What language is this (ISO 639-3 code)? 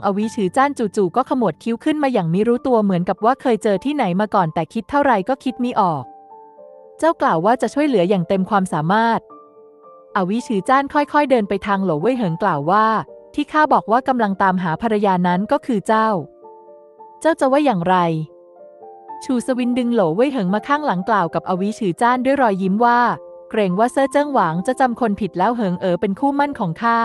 tha